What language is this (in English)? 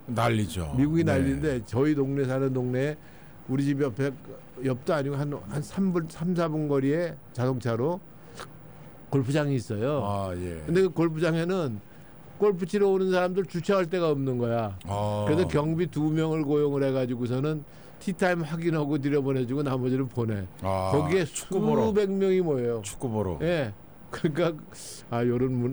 Korean